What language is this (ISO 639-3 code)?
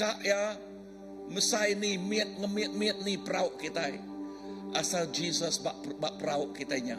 iba